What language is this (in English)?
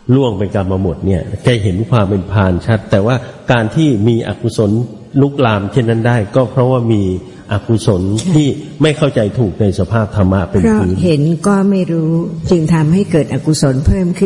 Thai